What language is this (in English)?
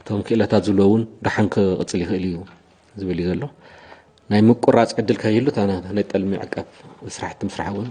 Tigrinya